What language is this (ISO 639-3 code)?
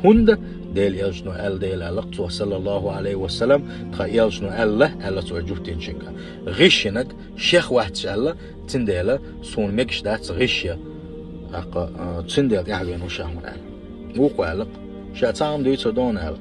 che